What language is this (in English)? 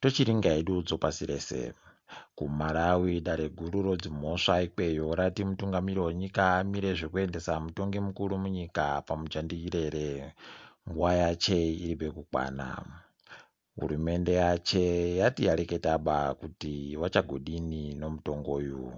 Ndau